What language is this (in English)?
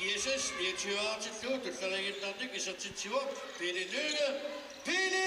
Kalaallisut